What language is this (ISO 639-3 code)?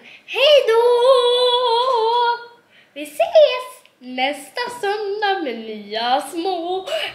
swe